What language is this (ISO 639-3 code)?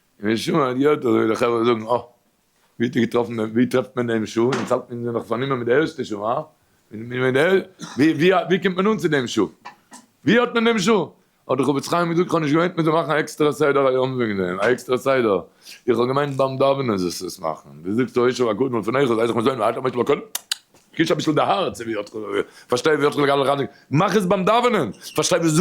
yid